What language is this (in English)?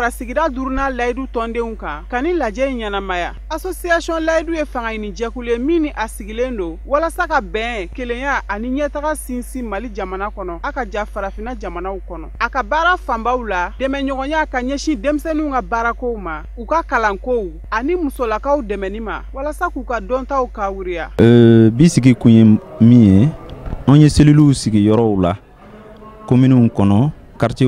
Bambara